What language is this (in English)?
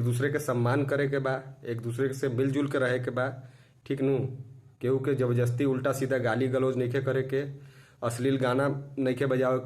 Bhojpuri